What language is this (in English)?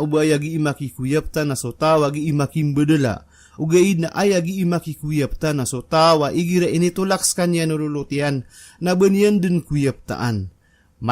Maranao